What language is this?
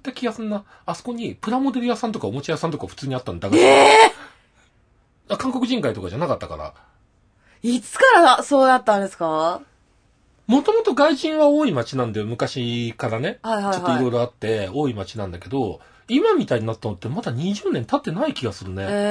Japanese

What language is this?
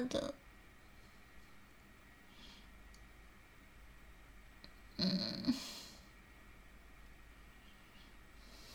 Chinese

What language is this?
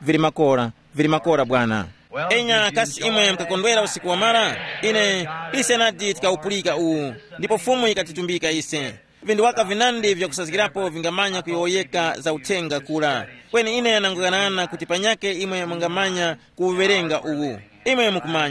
Tumbuka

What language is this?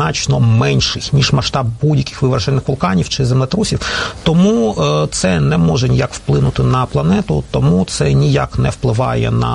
Ukrainian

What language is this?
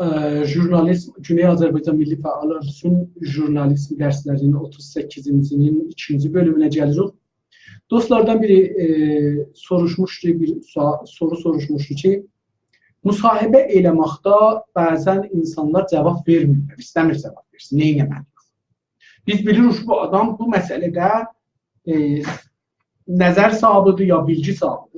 South Azerbaijani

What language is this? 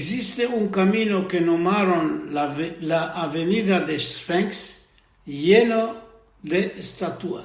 Ladino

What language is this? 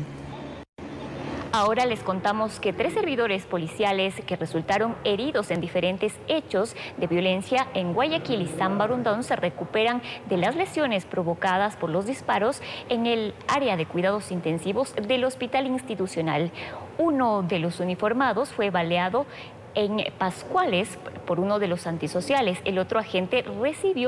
Spanish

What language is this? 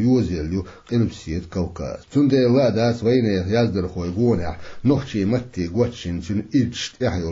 Chechen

